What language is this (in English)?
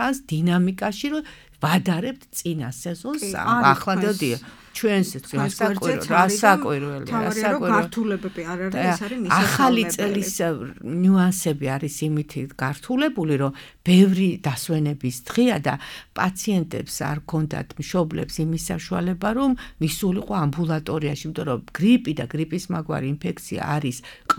Georgian